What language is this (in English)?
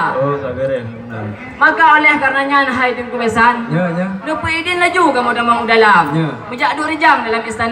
Achinese